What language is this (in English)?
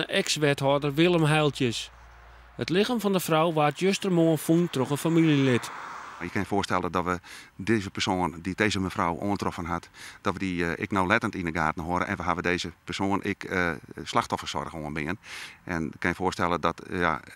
Western Frisian